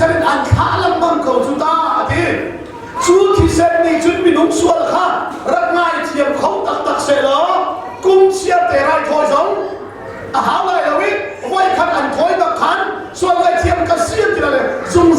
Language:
Hakha Chin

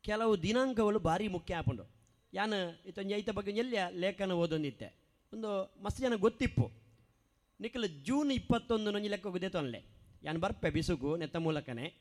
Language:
Tulu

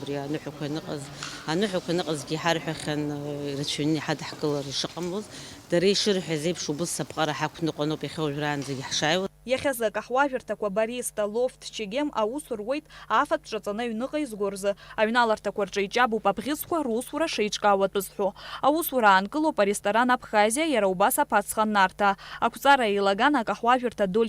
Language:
Abkhazian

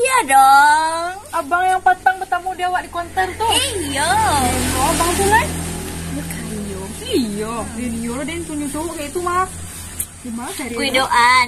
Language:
Minangkabau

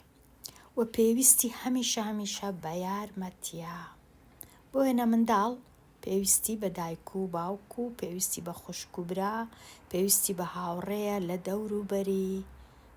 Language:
Central Kurdish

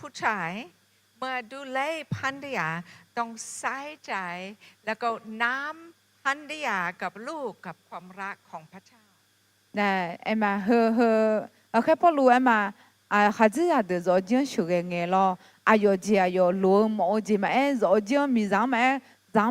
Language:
Akha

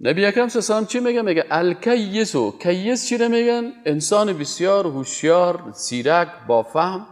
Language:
Persian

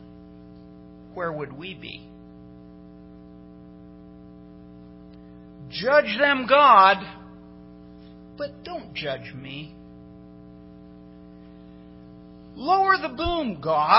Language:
English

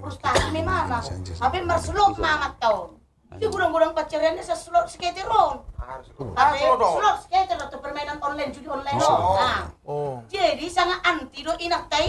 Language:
Batak Toba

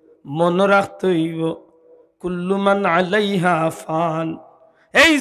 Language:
Sylheti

